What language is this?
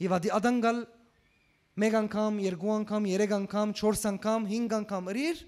Western Armenian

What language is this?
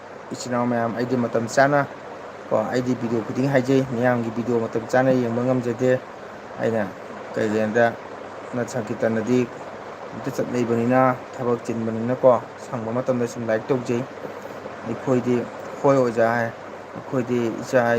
Manipuri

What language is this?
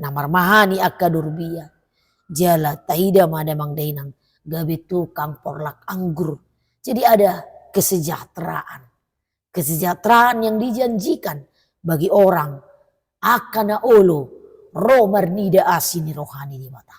Batak Toba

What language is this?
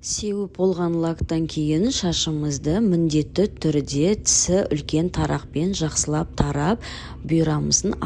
Kazakh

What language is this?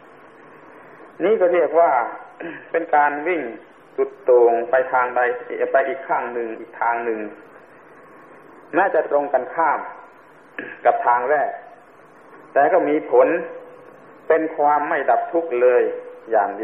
Thai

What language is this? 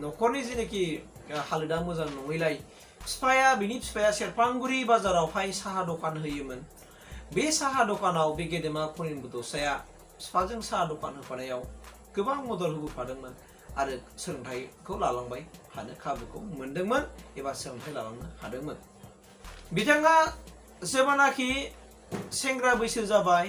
Bodo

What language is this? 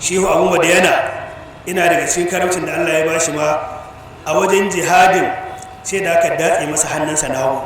Hausa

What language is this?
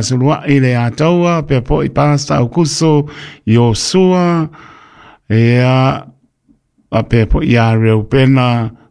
Samoan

